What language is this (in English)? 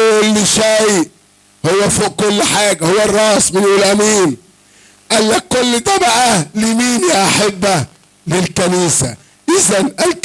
Egyptian Arabic